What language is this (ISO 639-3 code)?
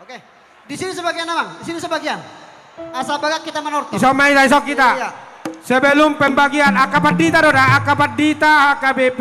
bbc